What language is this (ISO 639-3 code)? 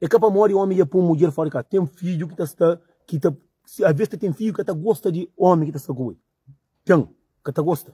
kea